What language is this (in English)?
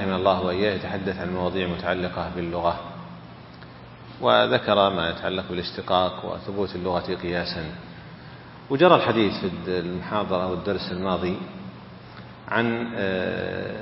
Arabic